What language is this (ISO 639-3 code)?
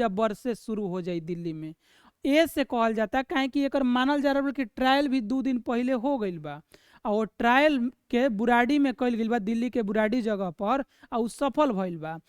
bho